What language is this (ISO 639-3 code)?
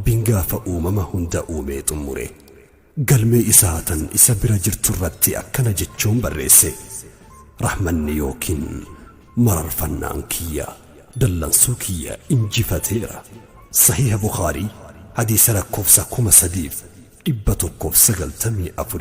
orm